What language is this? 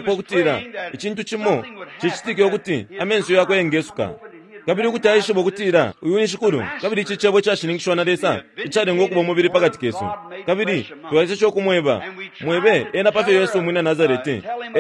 Bemba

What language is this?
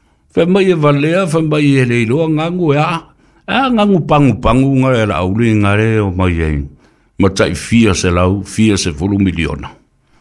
Samoan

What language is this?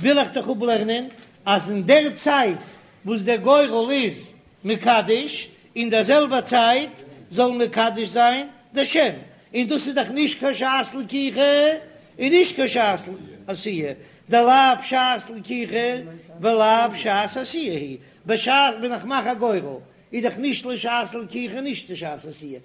Yiddish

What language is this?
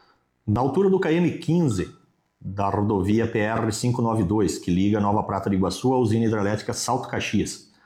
Portuguese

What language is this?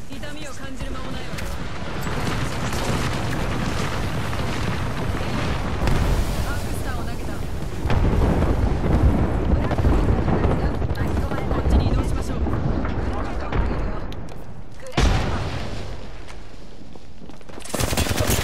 Japanese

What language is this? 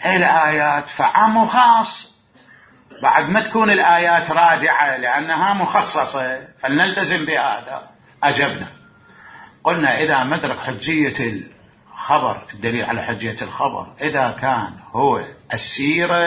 Mesopotamian Arabic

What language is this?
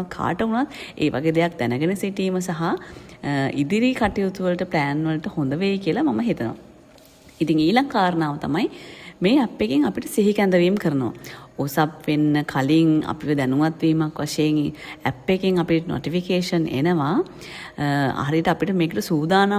Sinhala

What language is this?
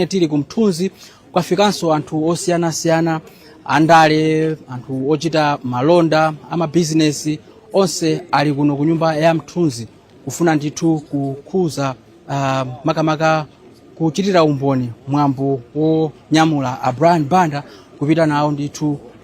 Nyanja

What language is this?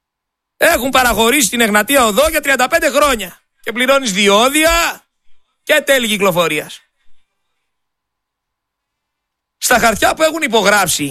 Greek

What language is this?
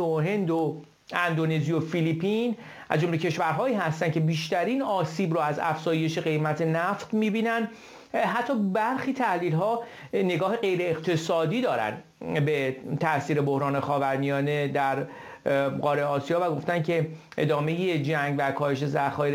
Persian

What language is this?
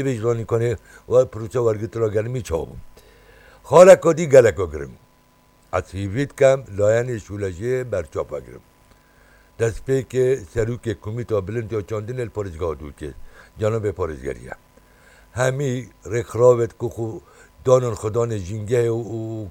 Kurdish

